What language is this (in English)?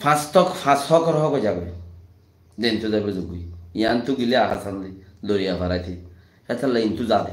Rohingya